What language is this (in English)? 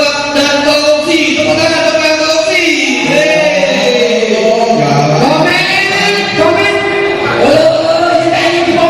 Musi